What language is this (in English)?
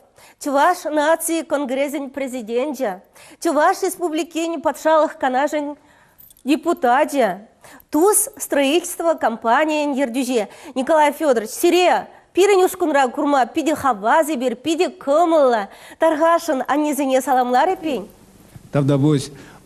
Chuvash